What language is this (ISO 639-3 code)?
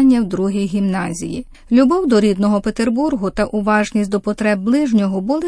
ukr